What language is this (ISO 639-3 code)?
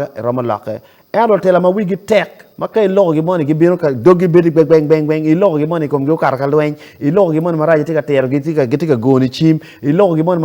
ach